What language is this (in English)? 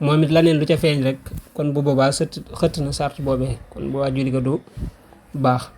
Wolof